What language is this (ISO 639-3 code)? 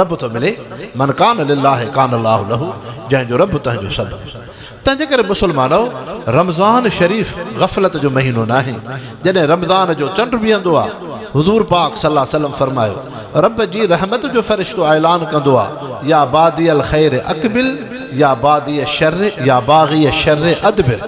snd